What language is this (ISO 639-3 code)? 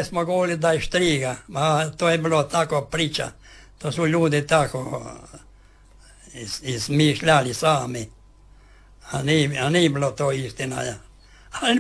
hrv